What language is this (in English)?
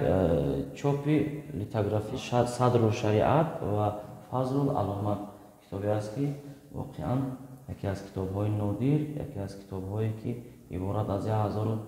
Tajik